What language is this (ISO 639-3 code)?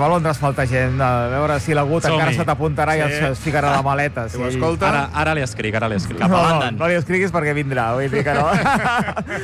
cat